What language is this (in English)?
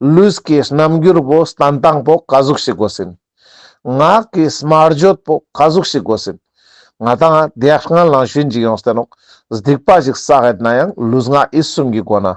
Ladakhi